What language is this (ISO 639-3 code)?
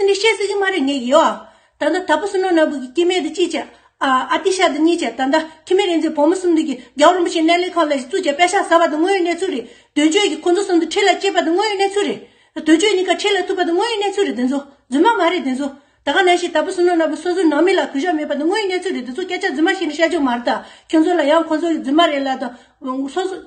bod